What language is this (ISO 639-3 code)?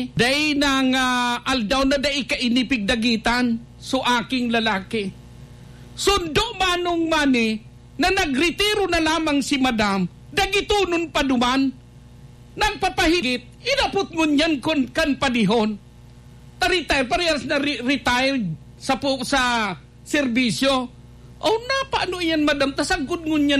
bik